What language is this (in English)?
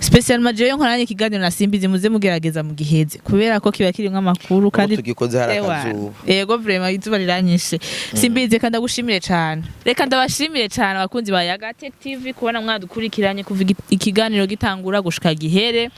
Rundi